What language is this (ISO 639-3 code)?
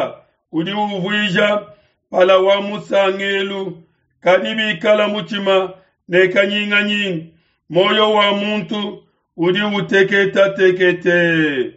lua